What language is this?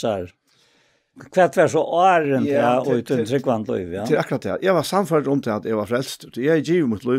Faroese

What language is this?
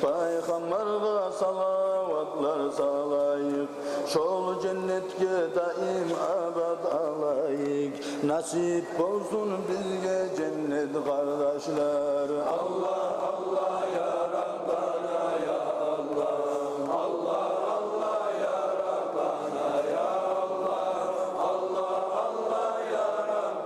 Kumyk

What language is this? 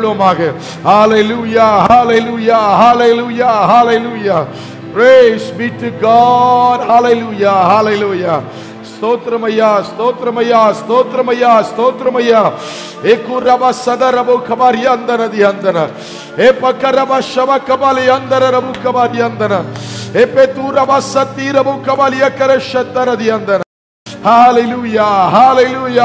Tamil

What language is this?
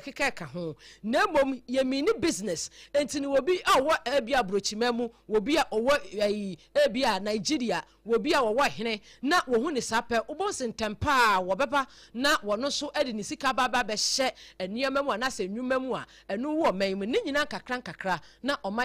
Akan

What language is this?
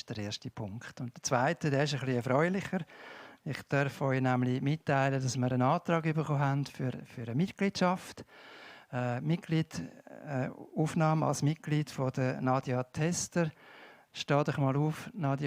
Swiss German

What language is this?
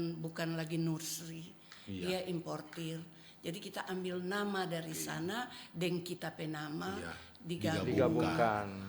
Manado Malay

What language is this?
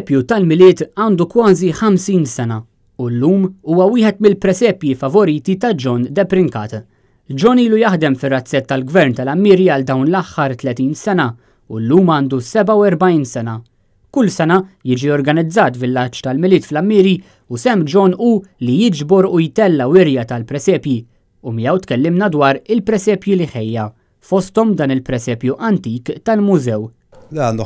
Maltese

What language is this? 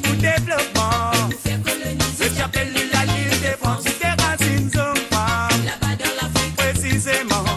Morisyen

